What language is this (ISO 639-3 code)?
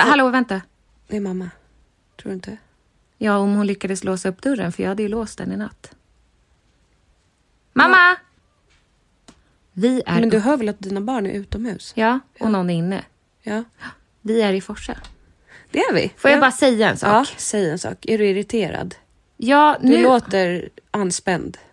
swe